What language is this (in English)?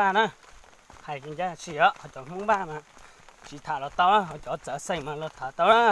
Hmong